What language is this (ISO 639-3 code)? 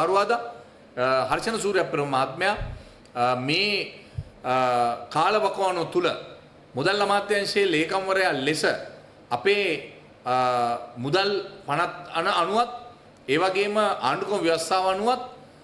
sin